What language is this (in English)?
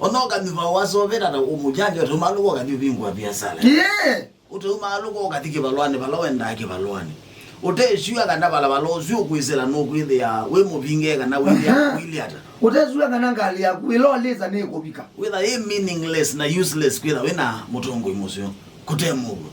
Kamba